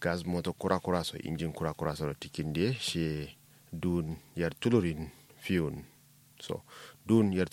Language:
Kanuri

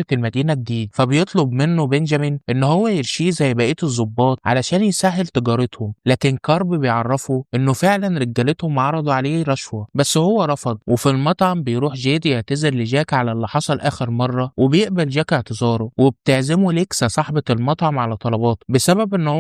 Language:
Egyptian Arabic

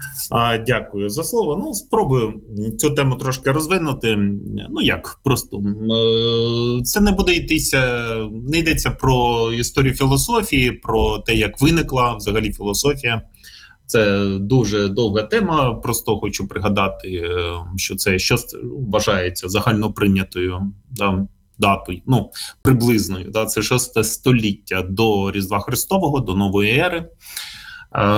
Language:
Ukrainian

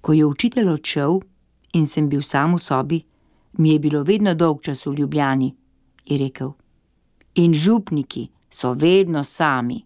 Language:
Slovenian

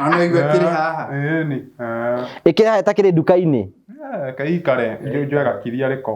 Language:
Kikuyu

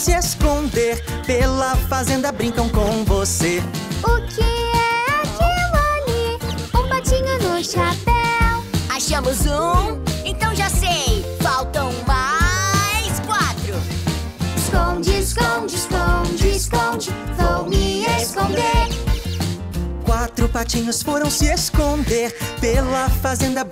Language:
Portuguese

